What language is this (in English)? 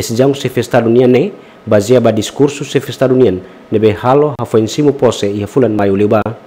Tetum